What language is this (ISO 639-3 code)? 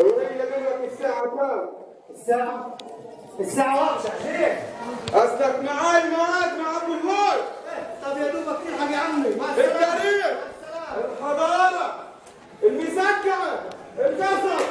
arz